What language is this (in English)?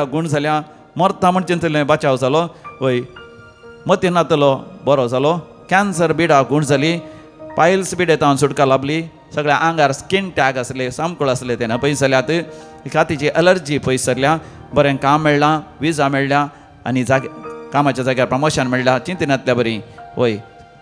Konkani